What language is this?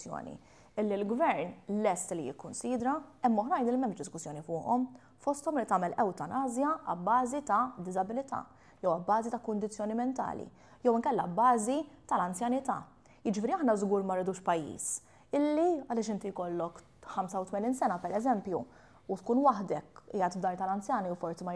Maltese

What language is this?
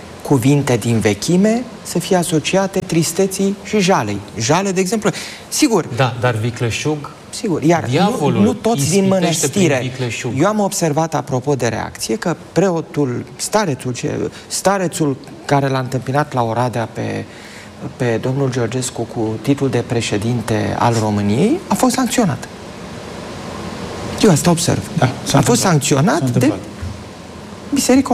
Romanian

